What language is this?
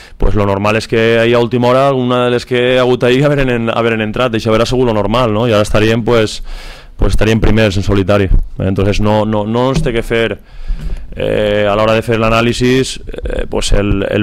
Catalan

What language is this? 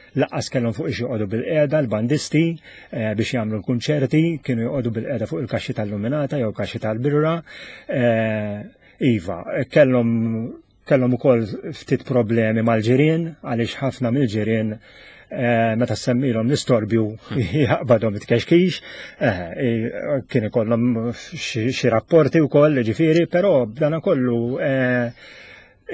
Maltese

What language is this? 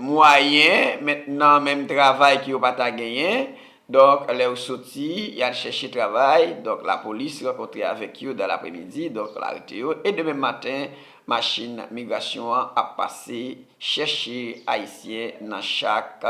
Haitian Creole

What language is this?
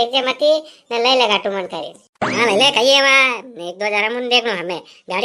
Rajasthani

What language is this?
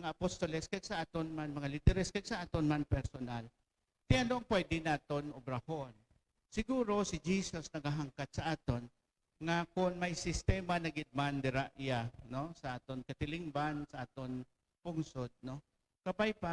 Hiligaynon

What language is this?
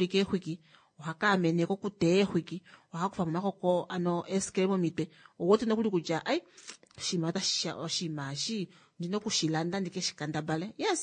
Kuanyama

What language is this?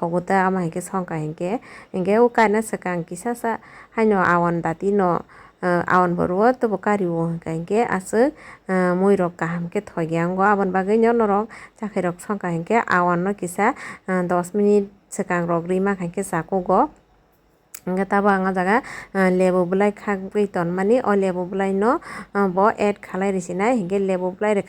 Kok Borok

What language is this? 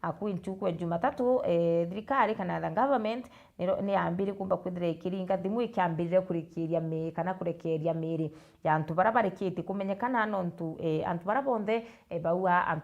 Meru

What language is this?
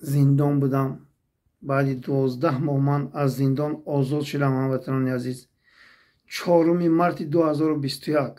Tajik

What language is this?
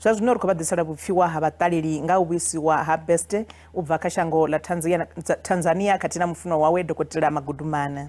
Venda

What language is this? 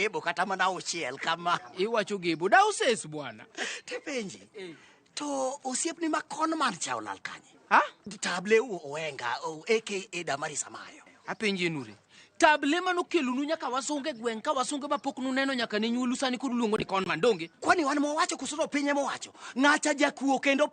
Luo (Kenya and Tanzania)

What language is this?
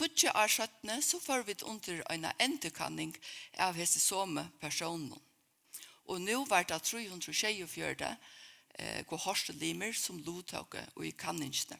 Faroese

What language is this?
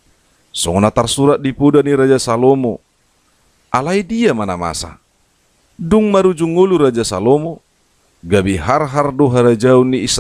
Batak Toba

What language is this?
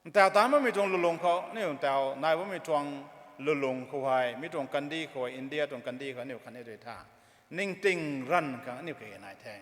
Rongmei Naga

